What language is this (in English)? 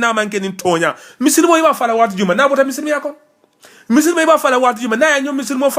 Mandingo